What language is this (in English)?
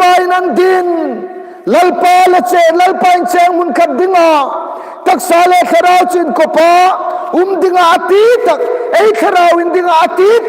Hmar